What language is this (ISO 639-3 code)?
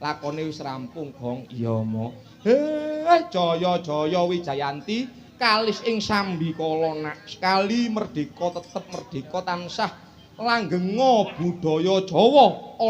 jav